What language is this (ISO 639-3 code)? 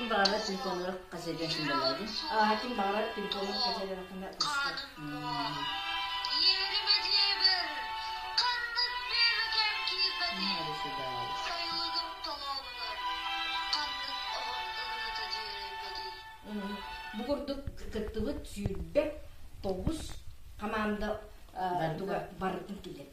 sah